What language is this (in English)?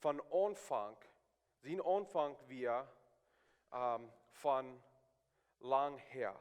Plautdietsch